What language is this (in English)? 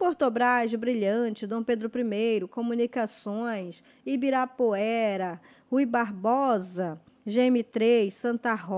Portuguese